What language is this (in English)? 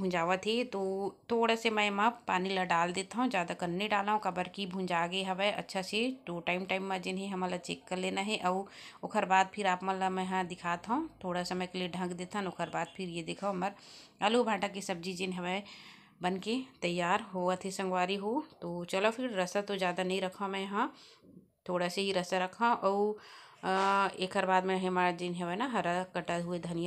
Chhattisgarhi